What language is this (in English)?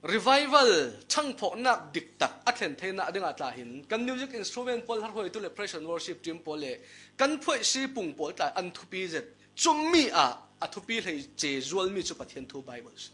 Falam Chin